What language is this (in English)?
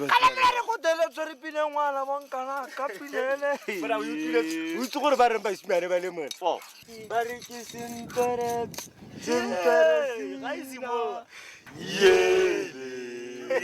Tswana